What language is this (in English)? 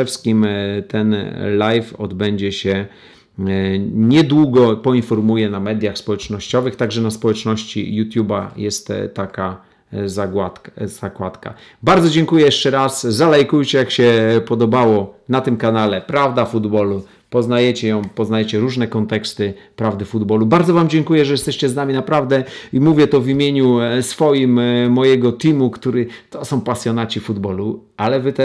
Polish